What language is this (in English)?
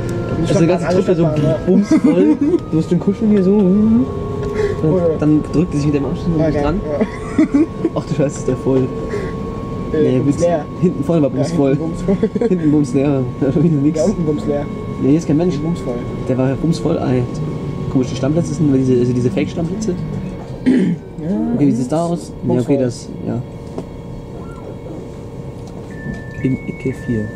German